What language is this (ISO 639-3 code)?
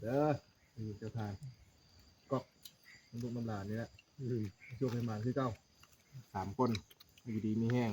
tts